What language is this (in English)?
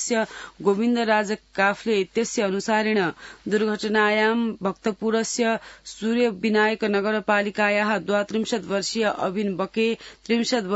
Sanskrit